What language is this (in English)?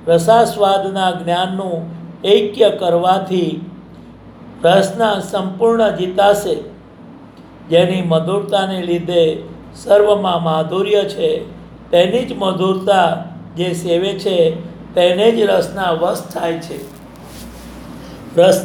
Gujarati